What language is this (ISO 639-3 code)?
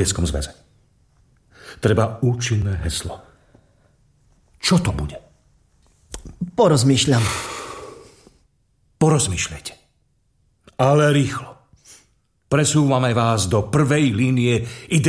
slk